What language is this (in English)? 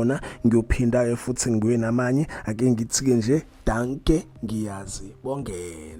Zulu